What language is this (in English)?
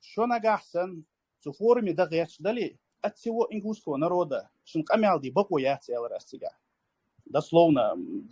Chechen